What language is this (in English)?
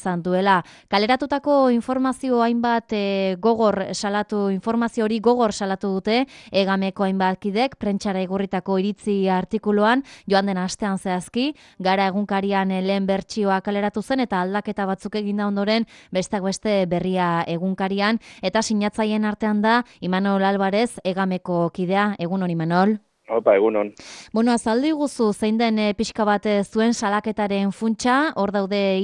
Basque